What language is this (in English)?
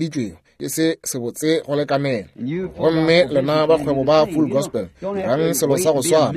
Northern Sotho